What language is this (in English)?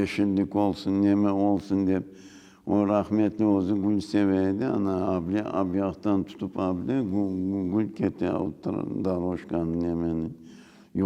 Crimean Tatar